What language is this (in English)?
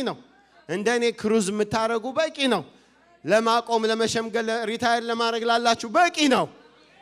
Amharic